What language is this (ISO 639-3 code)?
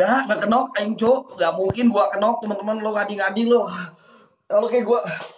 ind